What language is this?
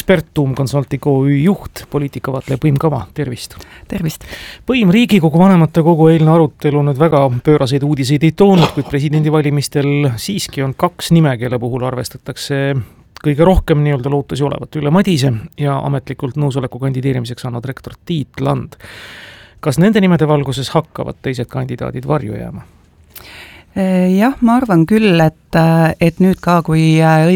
Estonian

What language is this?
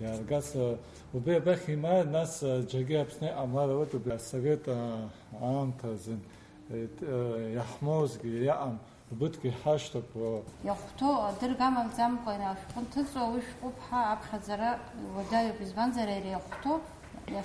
Abkhazian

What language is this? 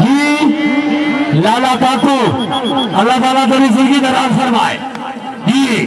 Saraiki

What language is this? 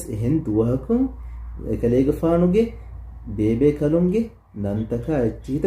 Divehi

